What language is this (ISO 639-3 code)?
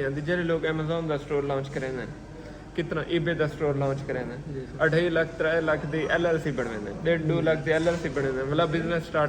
skr